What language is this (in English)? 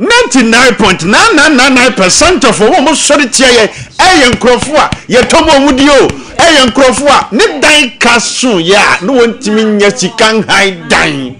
Akan